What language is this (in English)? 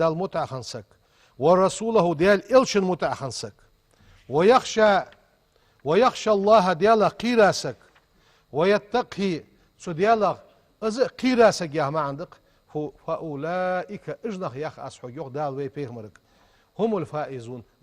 Ingush